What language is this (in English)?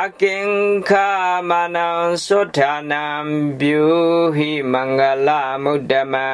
Pali